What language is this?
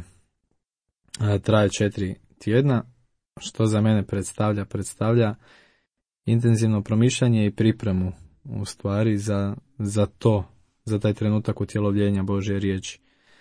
Croatian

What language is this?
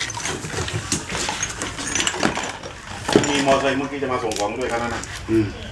Thai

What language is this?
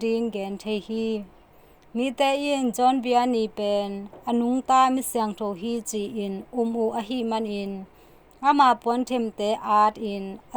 Tedim Chin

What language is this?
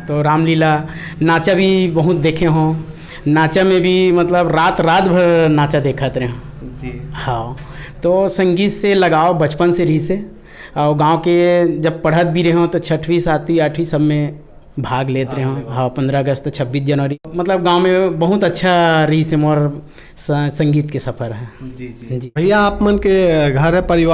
Chhattisgarhi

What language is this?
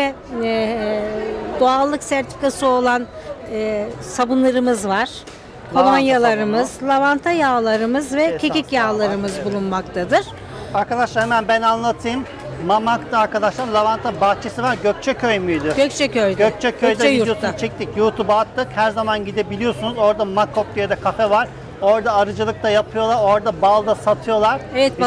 Turkish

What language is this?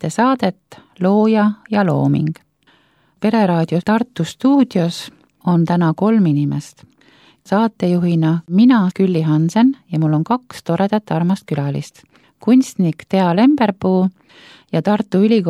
Estonian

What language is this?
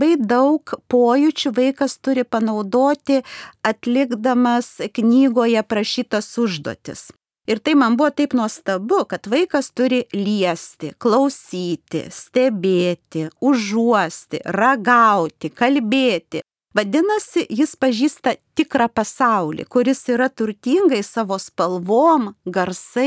Lithuanian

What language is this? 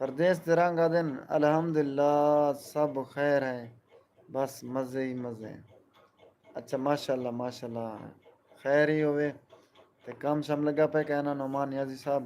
Saraiki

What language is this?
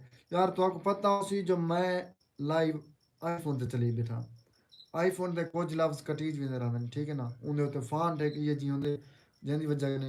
Saraiki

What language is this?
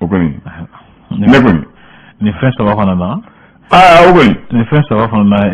Bambara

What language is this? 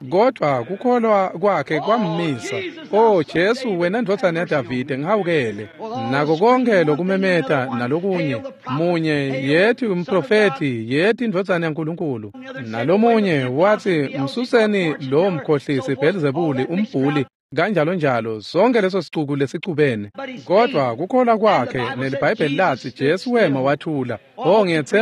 Swati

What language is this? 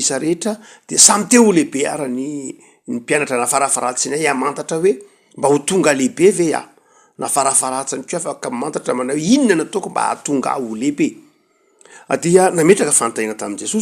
Malagasy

